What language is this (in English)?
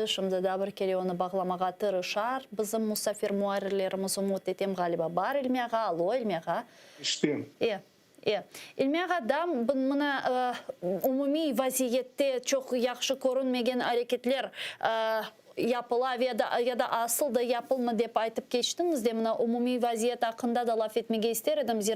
Crimean Tatar